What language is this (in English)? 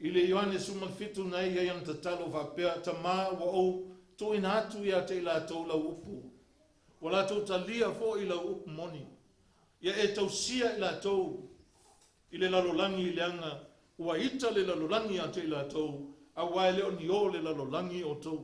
Samoan